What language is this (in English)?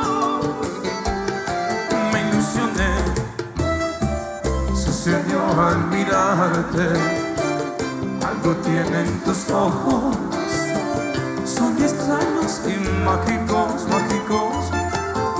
Spanish